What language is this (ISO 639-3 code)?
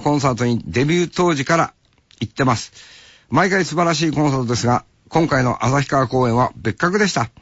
jpn